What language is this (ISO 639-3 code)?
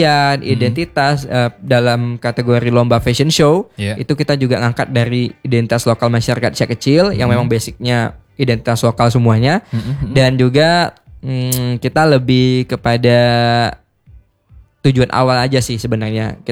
ind